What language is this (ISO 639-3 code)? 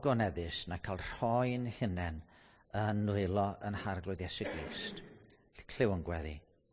cym